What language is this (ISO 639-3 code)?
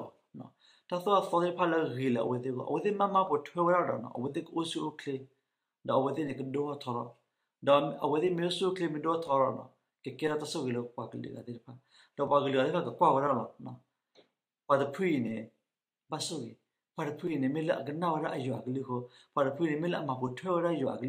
ksw